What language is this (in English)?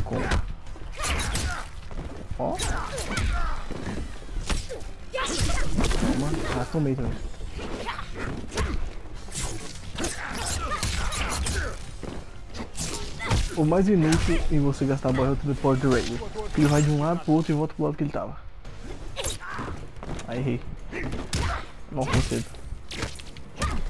Portuguese